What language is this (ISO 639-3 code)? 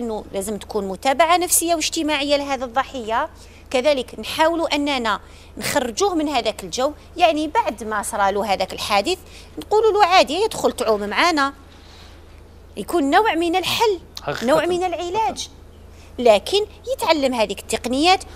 arq